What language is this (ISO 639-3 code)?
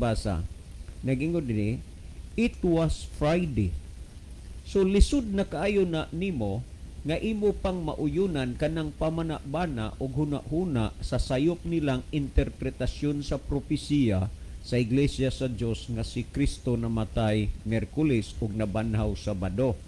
ceb